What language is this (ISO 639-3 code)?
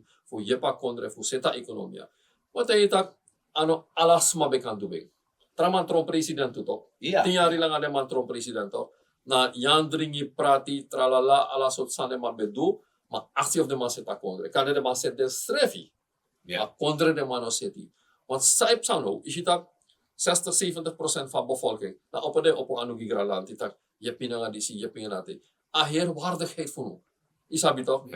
srn